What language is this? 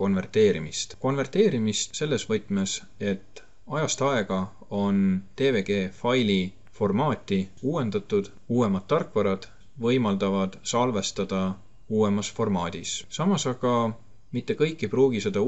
Estonian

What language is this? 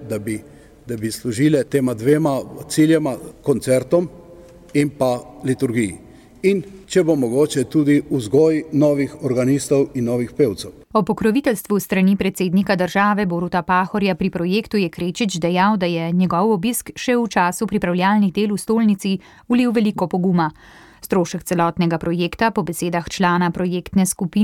Slovenian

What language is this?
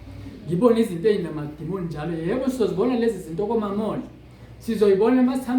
Zulu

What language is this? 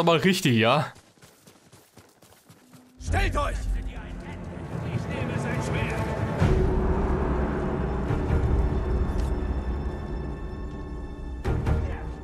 German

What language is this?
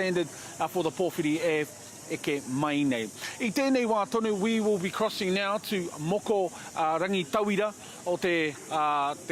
Māori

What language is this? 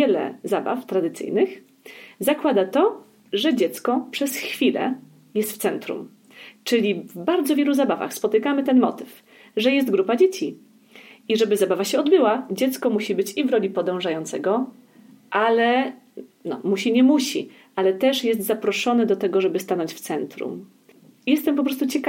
Polish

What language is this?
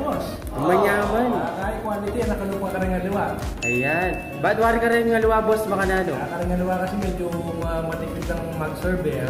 Pampanga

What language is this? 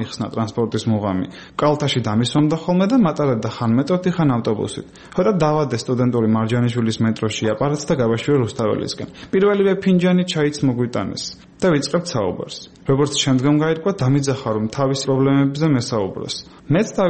Georgian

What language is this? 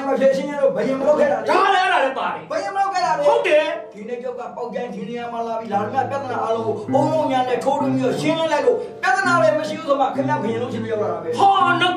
Burmese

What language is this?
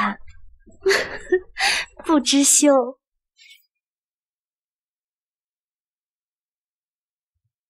Chinese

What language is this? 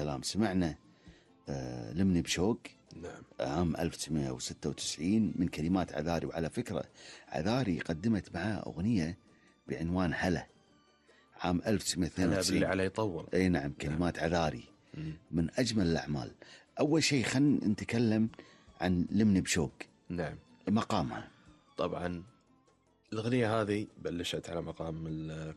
Gulf Arabic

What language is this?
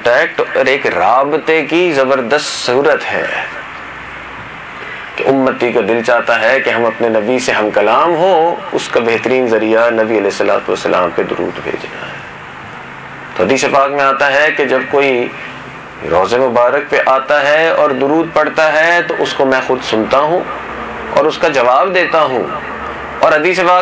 Urdu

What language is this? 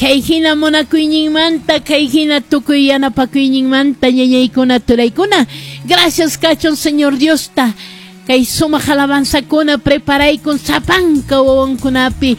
Quechua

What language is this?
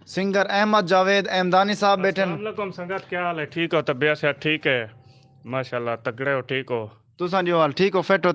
Saraiki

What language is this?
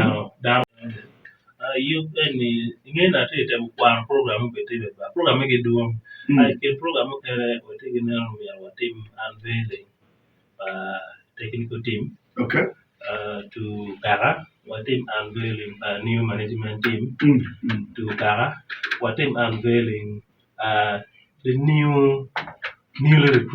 Acoli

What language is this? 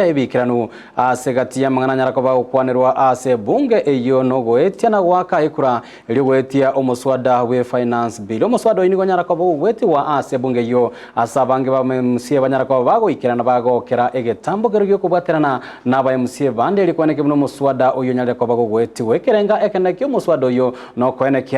Gusii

